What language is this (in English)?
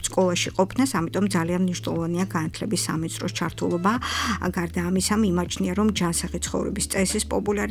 Georgian